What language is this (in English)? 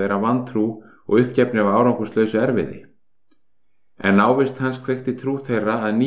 Icelandic